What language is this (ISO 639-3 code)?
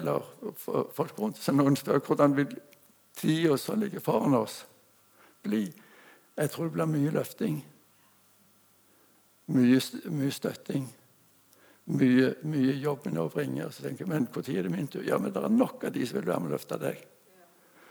nor